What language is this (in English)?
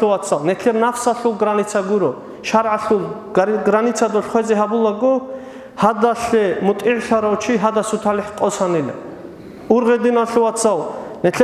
Avaric